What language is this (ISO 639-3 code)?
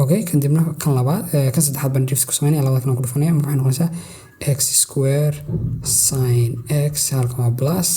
som